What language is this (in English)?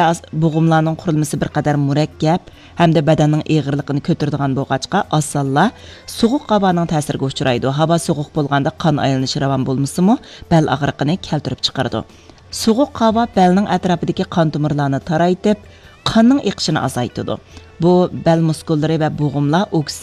Uyghur